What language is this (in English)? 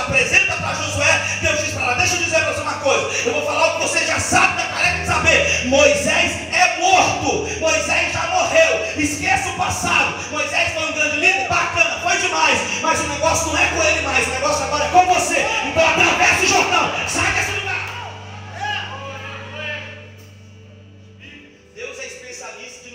Portuguese